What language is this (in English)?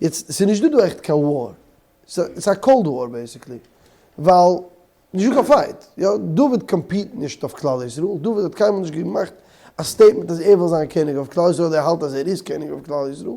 Yiddish